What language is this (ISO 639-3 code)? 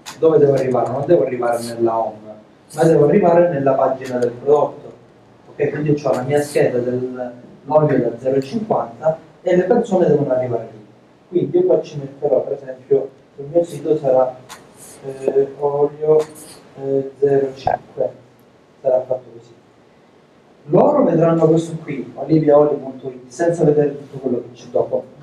ita